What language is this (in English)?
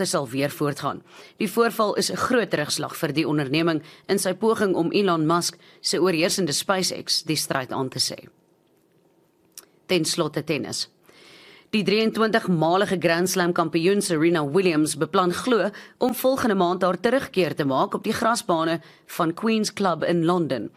Afrikaans